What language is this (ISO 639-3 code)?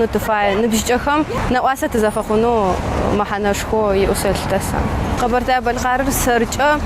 kbd